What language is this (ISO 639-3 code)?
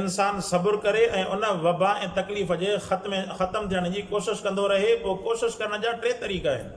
snd